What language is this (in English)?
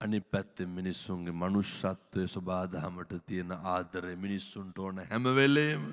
Sinhala